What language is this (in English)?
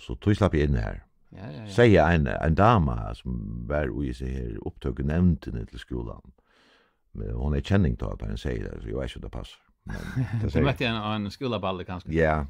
Faroese